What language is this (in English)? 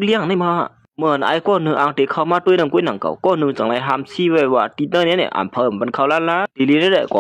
Shan